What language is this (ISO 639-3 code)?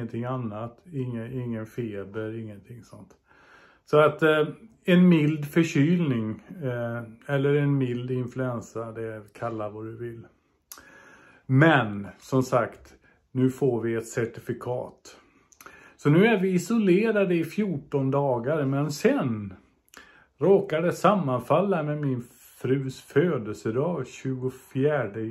swe